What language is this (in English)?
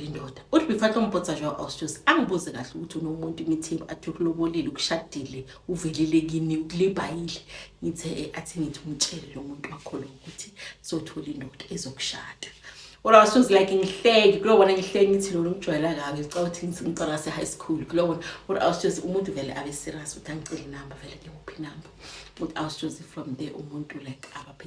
Zulu